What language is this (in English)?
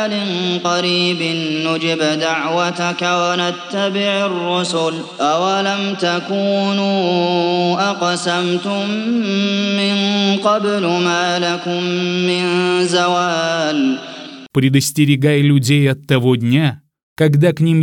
Russian